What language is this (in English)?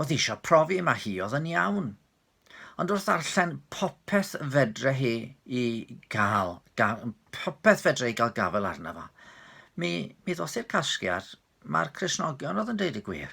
Welsh